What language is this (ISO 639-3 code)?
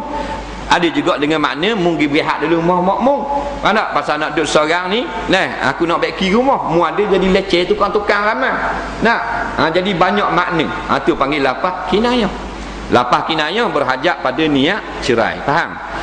msa